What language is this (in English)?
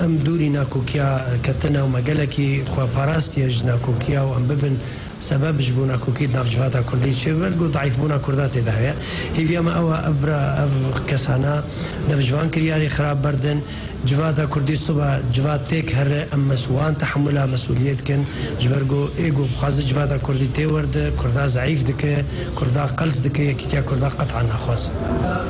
Kurdish